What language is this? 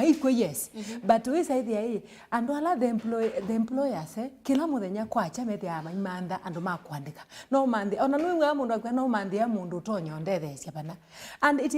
Kamba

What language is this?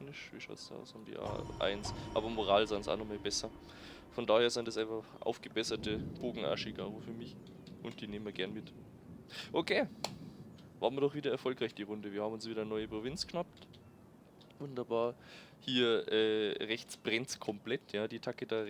Bavarian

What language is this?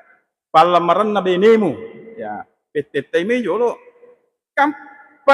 Buginese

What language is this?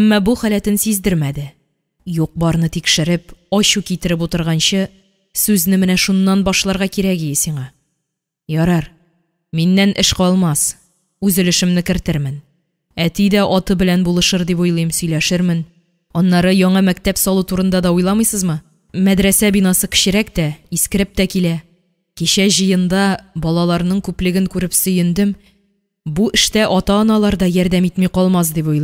Tatar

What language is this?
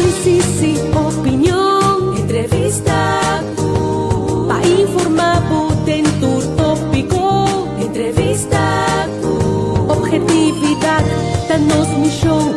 Papiamento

